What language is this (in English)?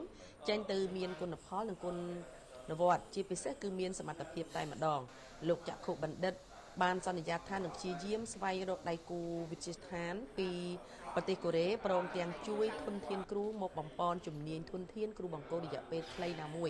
Khmer